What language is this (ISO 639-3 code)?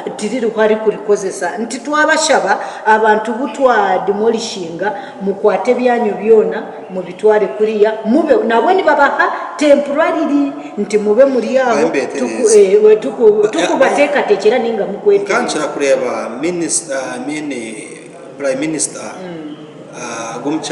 nyn